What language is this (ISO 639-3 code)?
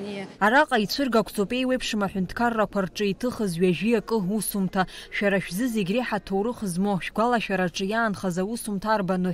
abk